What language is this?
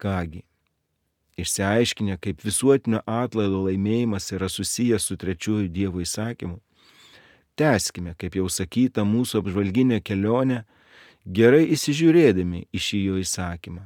Lithuanian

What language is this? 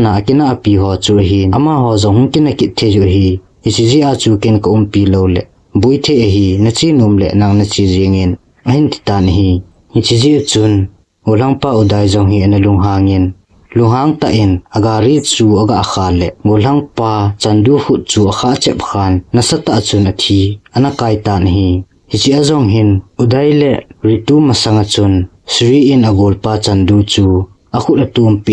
Thado Chin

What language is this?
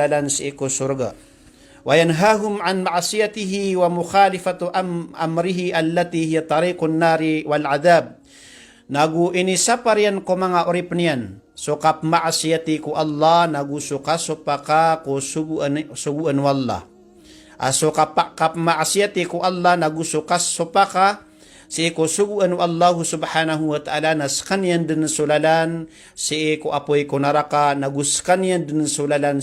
Maranao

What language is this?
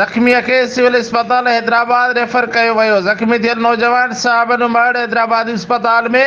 Sindhi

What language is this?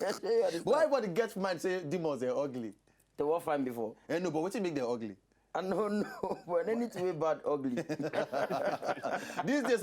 Nigerian Pidgin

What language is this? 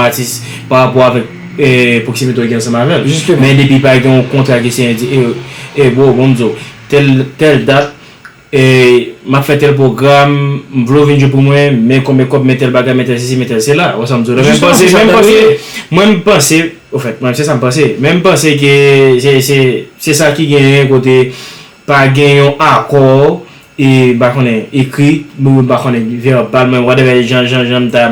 Haitian Creole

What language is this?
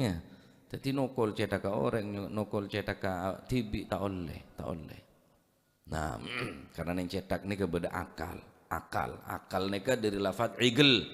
Madurese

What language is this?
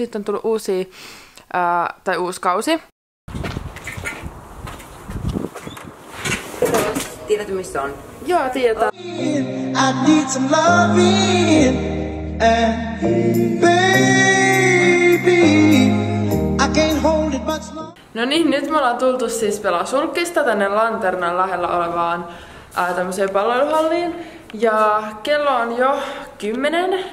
Finnish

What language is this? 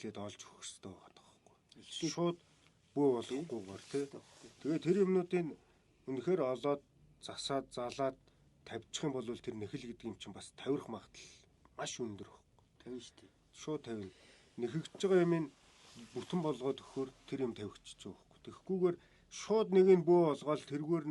Mongolian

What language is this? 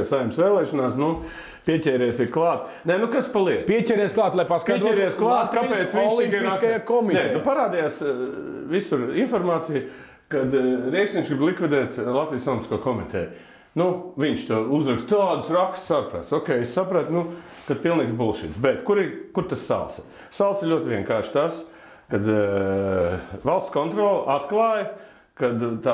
Latvian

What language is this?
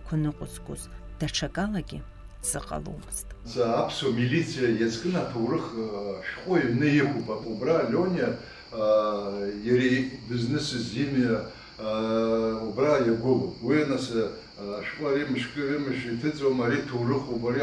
Abkhazian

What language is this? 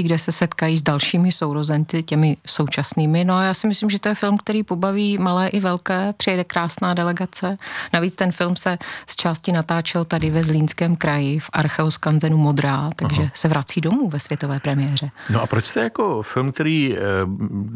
Czech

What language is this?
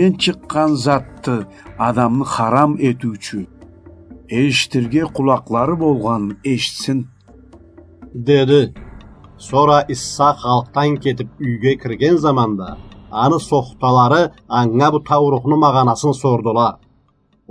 Karachay-Balkar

